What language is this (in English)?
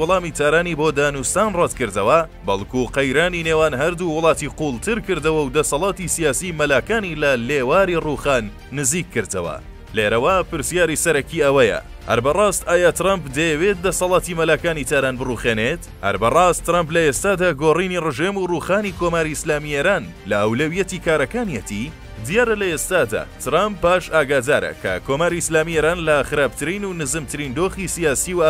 Central Kurdish